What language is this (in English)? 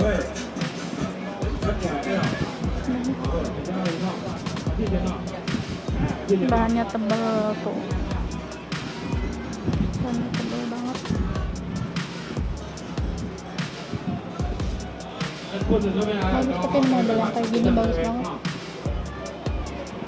Indonesian